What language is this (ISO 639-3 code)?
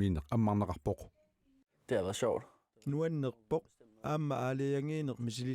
kal